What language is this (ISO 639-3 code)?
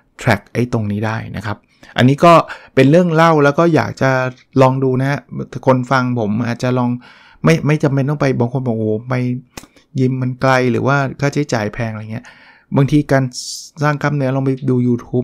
tha